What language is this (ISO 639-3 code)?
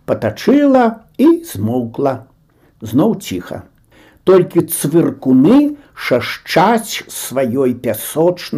bel